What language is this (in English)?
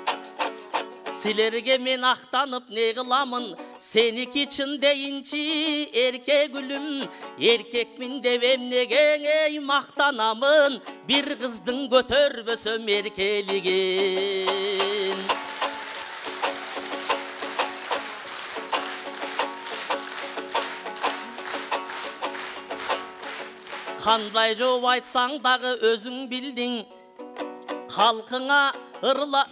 Kyrgyz